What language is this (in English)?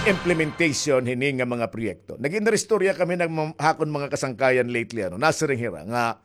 Waray